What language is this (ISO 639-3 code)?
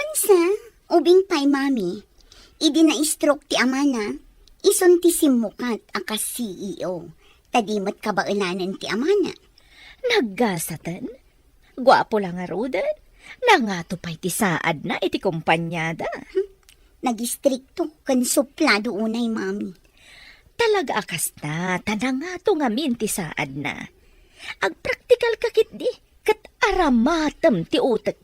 ilo